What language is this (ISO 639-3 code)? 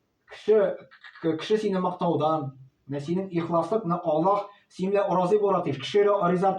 tat